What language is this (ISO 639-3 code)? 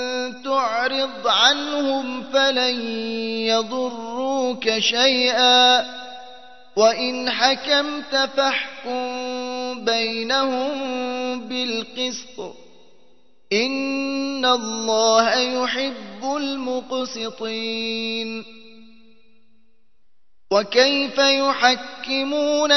ara